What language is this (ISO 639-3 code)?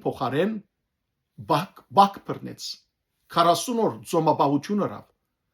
hyw